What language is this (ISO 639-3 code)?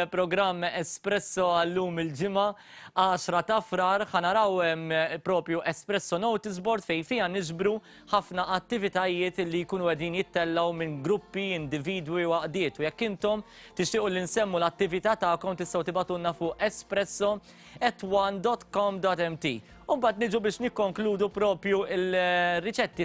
mlt